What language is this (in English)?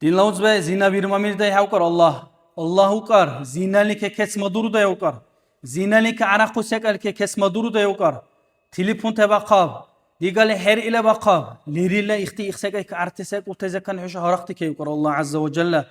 Dargwa